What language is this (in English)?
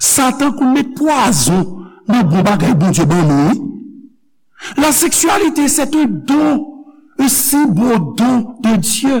Haitian Creole